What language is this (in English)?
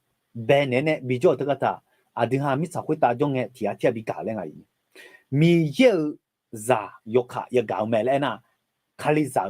Akha